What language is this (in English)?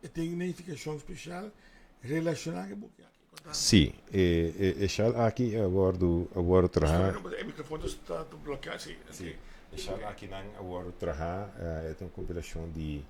Papiamento